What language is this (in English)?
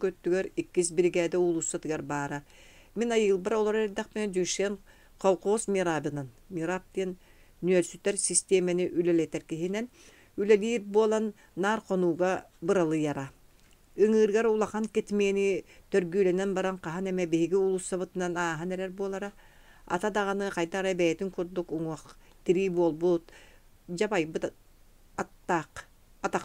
Yakut